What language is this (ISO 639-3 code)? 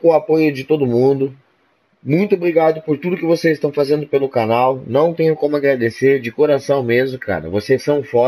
por